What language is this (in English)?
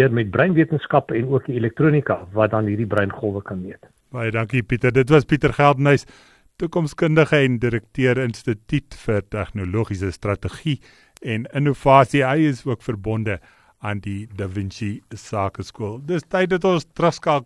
Afrikaans